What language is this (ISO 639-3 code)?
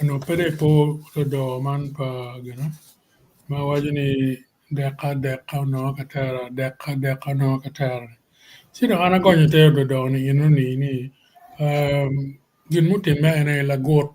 ach